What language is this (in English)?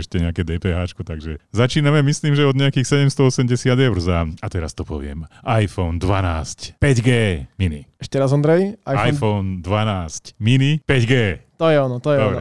Slovak